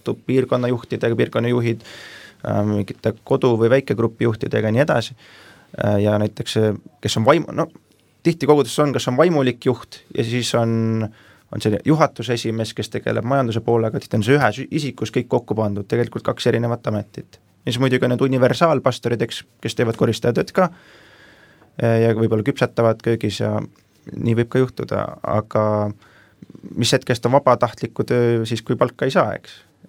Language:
Estonian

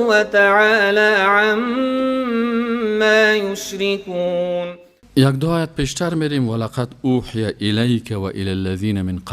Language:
Persian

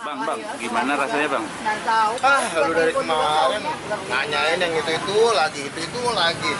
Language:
Betawi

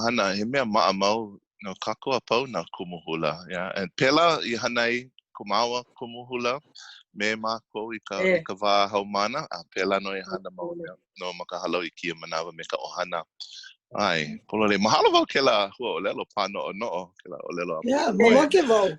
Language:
Hawaiian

